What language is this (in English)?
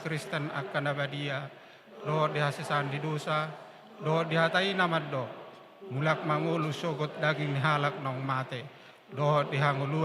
Batak Toba